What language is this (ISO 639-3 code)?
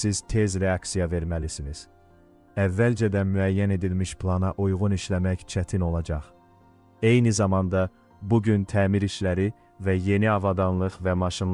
aze